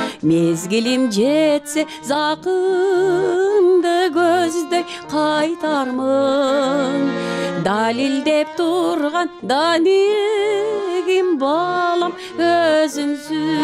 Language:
Kyrgyz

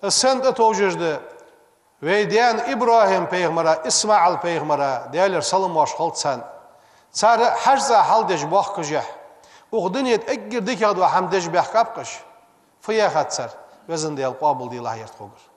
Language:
Ingush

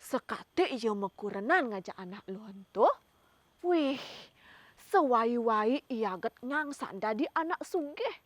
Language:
Balinese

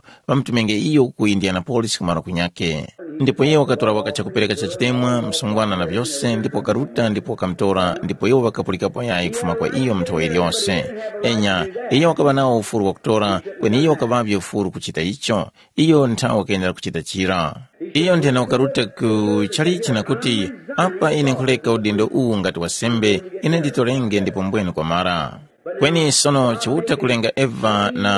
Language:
Tumbuka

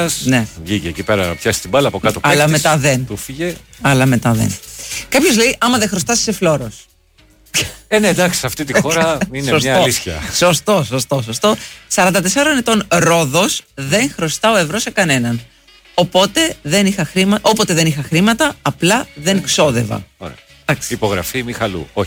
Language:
Greek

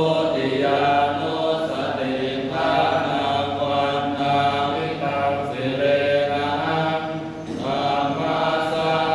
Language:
Pali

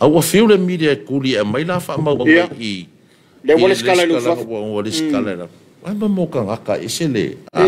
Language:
Samoan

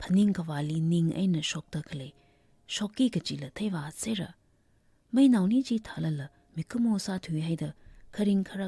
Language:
Tangkhul Naga (India)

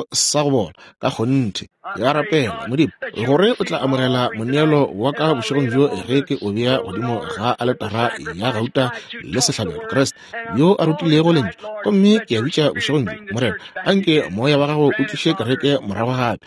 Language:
Northern Sotho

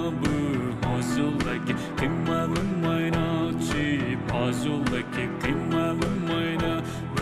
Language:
Poumei Naga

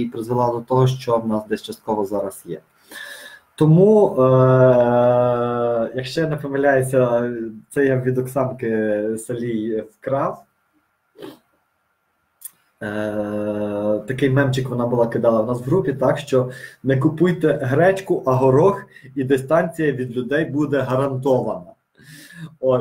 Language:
Ukrainian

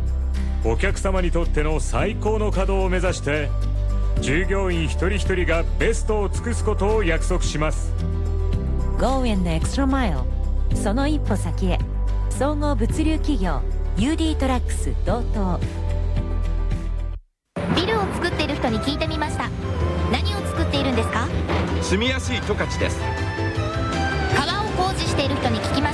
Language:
Japanese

